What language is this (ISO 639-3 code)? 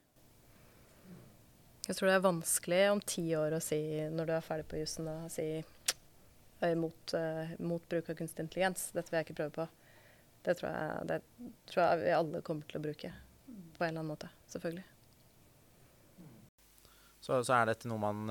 nor